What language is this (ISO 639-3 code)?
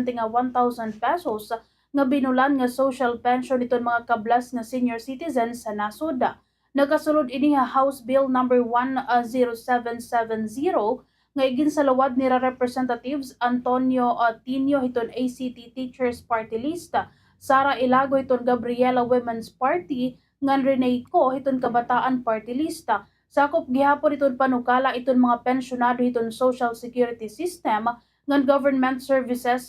war